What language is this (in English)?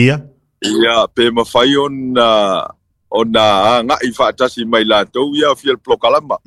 Samoan